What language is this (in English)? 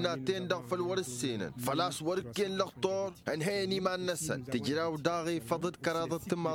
Tamasheq